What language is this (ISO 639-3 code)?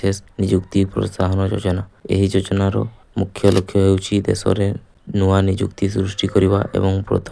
ori